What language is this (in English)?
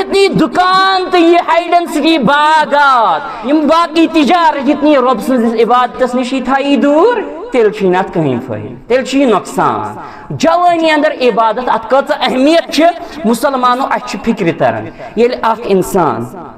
Kashmiri